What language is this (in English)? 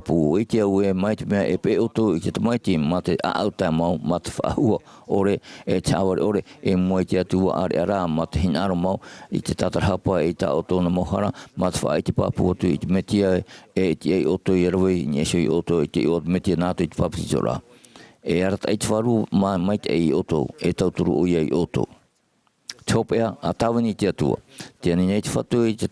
Tahitian